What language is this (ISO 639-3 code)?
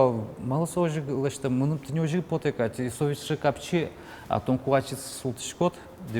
udm